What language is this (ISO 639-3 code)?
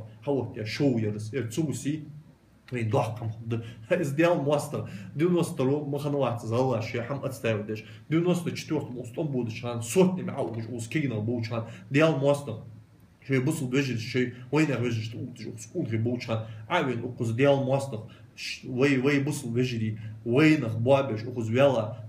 inh